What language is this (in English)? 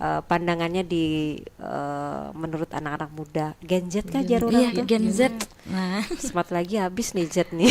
Banjar